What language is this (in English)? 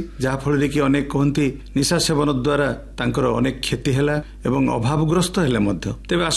Odia